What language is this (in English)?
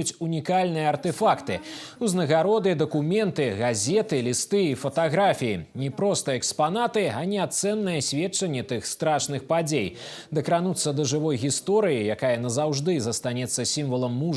Belarusian